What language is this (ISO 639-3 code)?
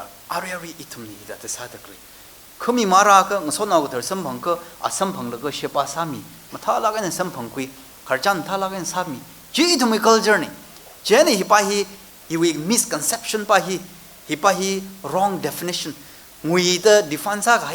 nmf